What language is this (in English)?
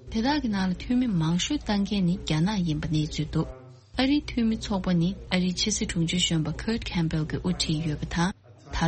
Tibetan